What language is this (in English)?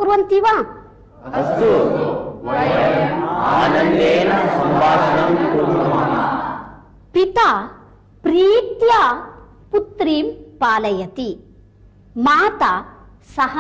Sanskrit